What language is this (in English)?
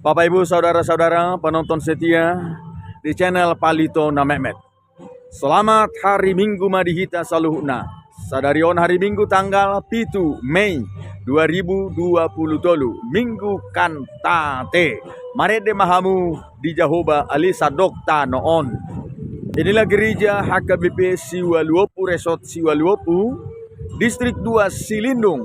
Batak Toba